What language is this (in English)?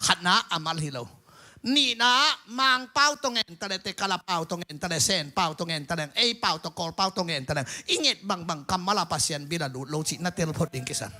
Tedim Chin